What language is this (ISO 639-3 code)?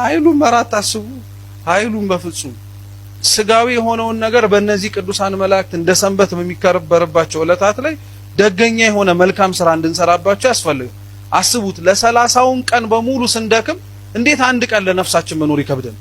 amh